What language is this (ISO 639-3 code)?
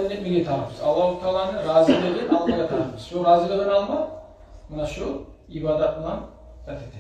kum